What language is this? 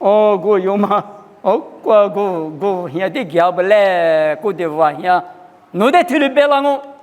Lisu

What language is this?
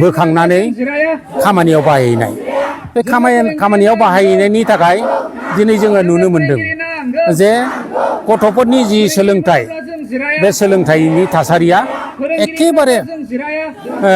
Bodo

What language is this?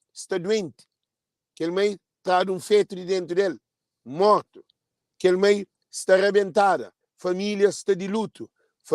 Kabuverdianu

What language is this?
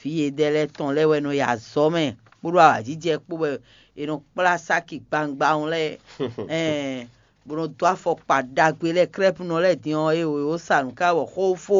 Fon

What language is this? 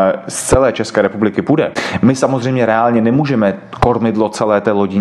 Czech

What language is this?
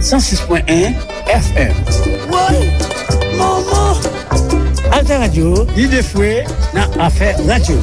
Haitian Creole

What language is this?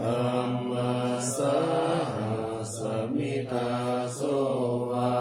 Pali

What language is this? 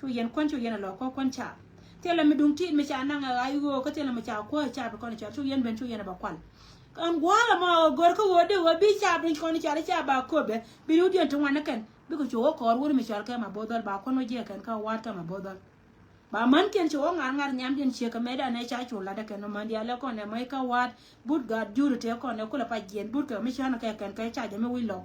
Nuer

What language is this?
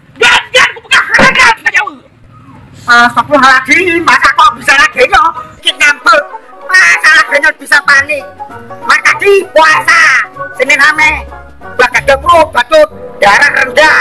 Achinese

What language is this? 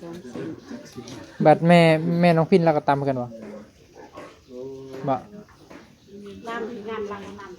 Northeastern Thai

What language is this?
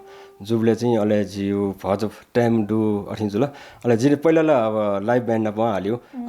Newari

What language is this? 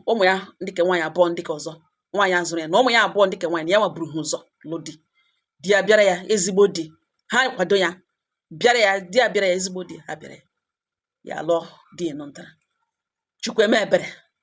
Igbo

